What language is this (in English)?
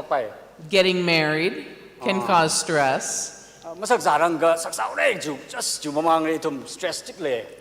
Tangkhul Naga (India)